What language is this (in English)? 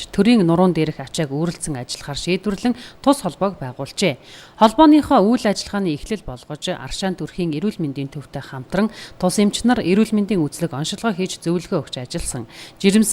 Mongolian